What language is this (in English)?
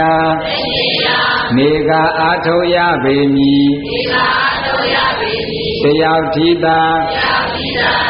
Burmese